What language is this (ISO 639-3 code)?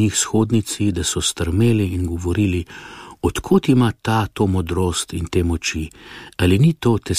slv